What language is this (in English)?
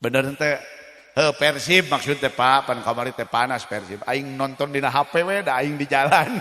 Sundanese